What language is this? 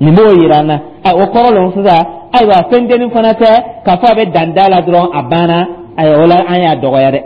Dyula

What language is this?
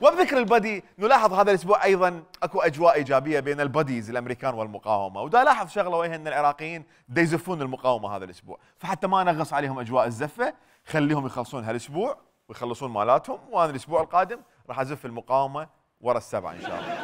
Mesopotamian Arabic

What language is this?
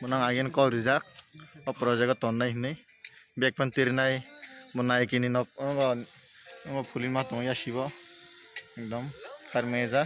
Kok Borok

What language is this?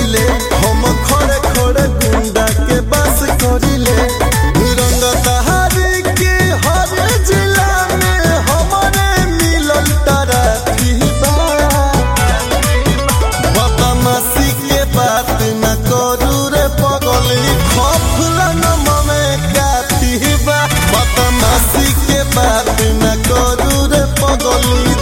Bhojpuri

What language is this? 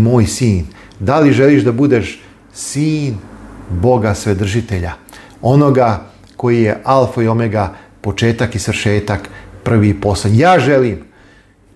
Serbian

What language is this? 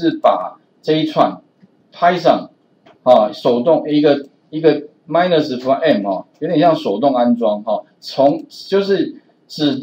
Chinese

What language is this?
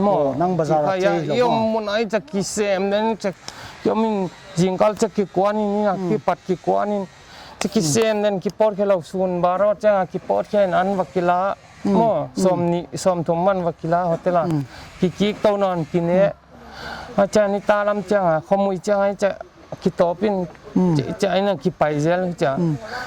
Paite Chin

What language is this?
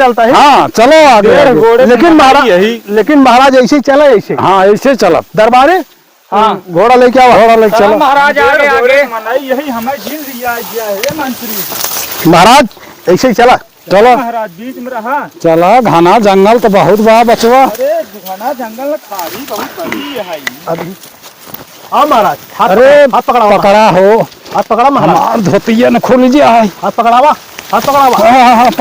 Awadhi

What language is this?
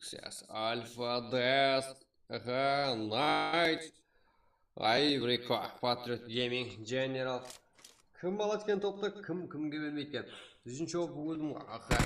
Kara-Kalpak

